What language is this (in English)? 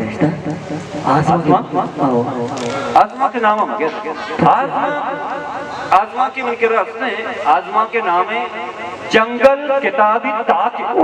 Baluchi